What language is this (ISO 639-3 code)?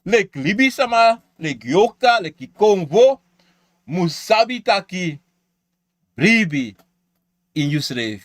srn